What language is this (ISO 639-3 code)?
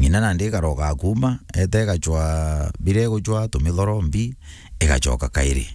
mer